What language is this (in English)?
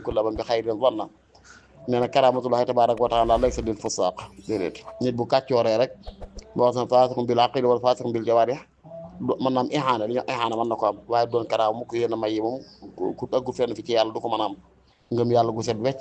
Wolof